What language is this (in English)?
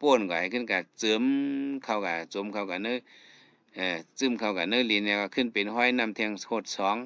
Shan